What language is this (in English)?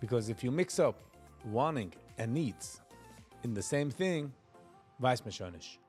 Yiddish